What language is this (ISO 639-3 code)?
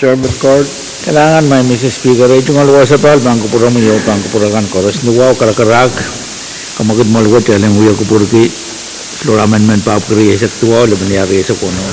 pon